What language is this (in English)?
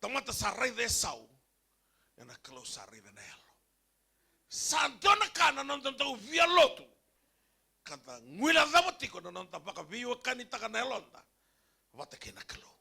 Fijian